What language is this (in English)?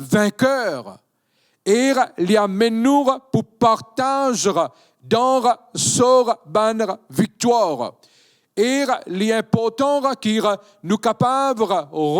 Morisyen